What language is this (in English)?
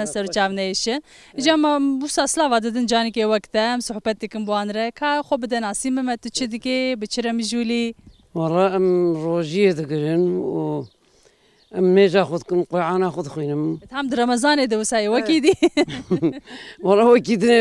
Kurdish